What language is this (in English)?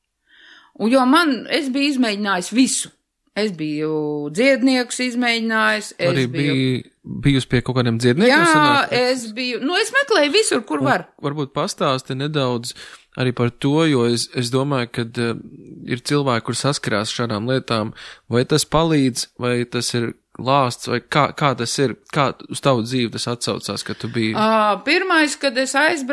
Latvian